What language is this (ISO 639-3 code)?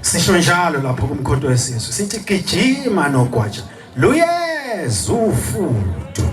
zul